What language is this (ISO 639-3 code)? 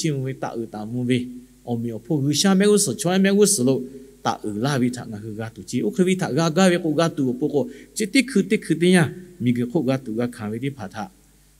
lhu